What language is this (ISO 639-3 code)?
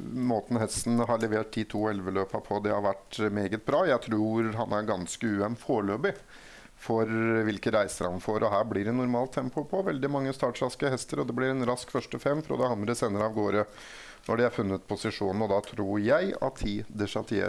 nor